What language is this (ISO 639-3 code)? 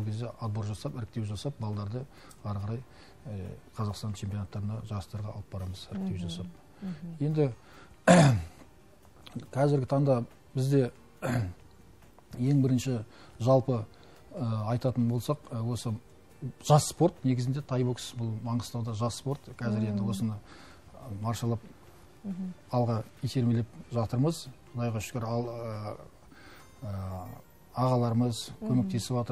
kaz